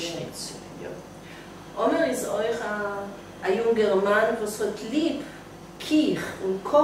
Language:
Yiddish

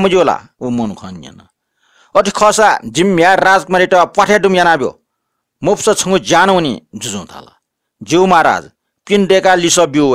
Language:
Newari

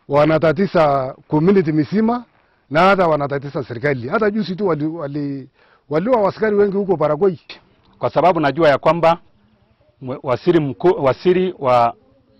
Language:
Swahili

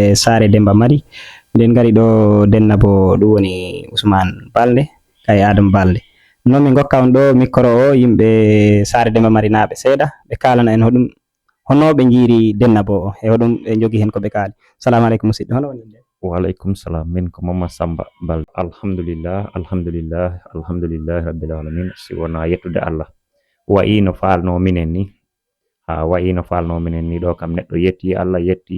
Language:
Fula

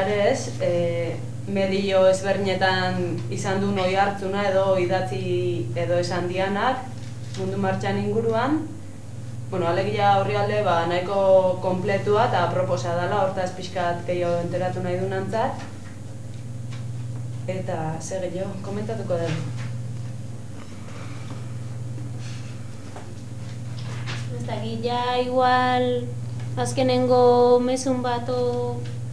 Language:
Basque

